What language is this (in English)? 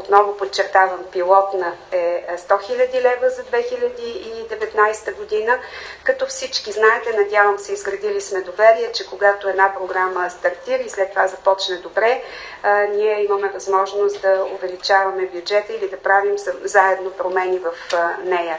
Bulgarian